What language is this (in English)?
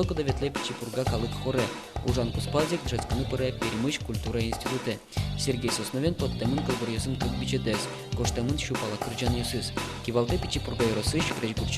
Udmurt